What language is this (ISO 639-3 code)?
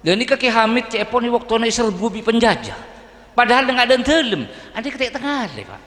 mad